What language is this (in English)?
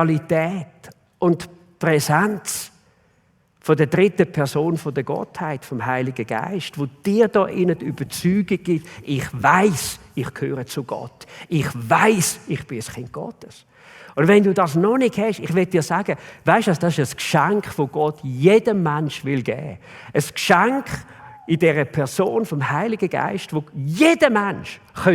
Swiss German